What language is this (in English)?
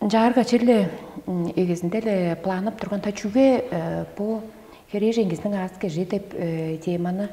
Tuvinian